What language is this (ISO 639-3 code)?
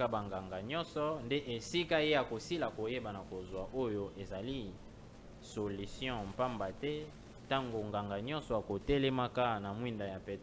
lin